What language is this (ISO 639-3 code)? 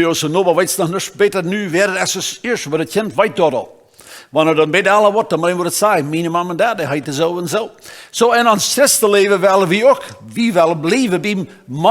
pdt